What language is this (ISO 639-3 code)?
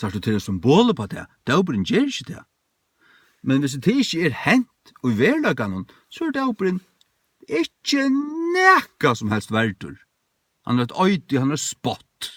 fao